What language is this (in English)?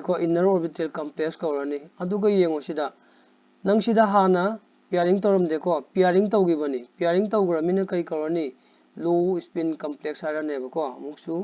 Manipuri